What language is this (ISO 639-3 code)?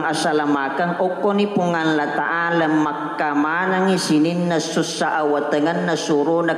bug